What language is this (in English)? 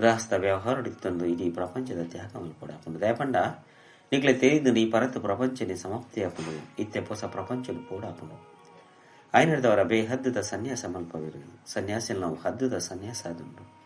Tulu